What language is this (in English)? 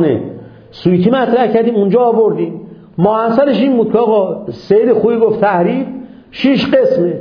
Persian